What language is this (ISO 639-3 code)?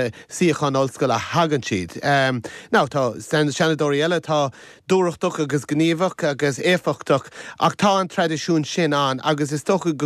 gle